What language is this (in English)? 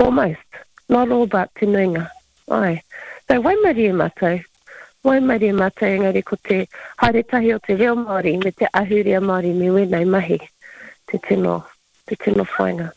Māori